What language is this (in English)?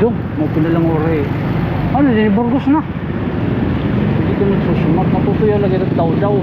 Waray